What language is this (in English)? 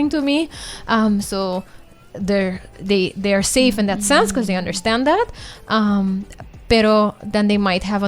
Papiamento